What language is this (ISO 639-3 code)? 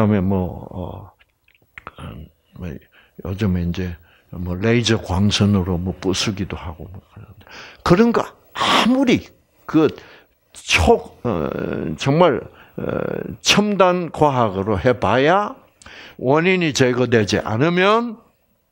kor